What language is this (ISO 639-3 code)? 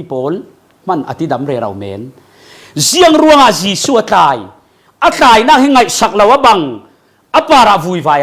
cfm